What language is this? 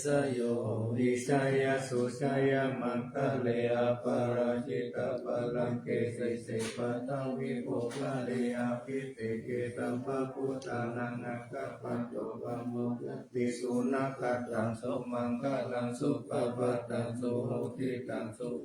Pali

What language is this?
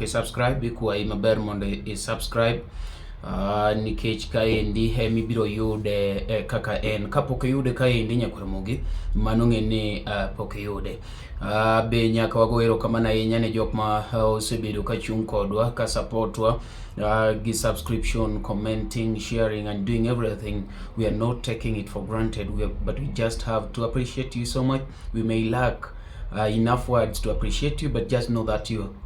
Luo (Kenya and Tanzania)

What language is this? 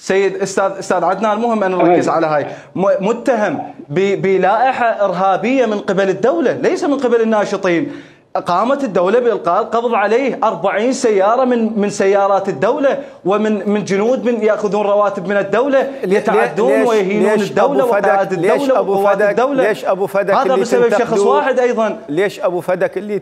Mesopotamian Arabic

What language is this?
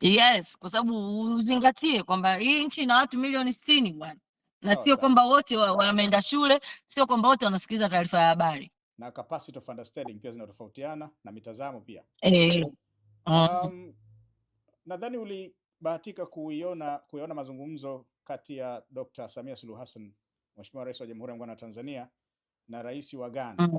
Swahili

